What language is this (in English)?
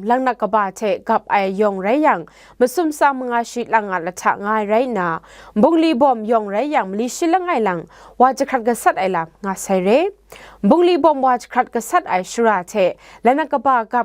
Kachin